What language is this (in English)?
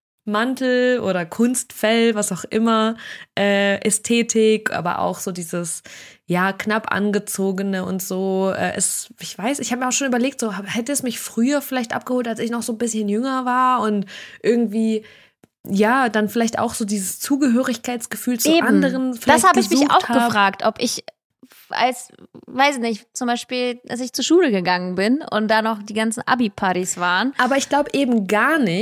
German